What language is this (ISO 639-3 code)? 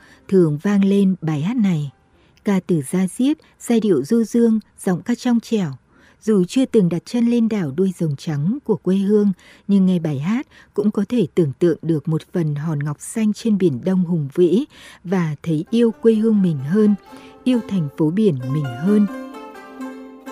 vie